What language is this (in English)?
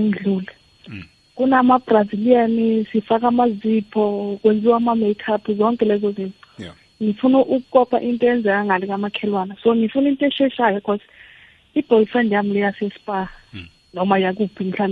South Ndebele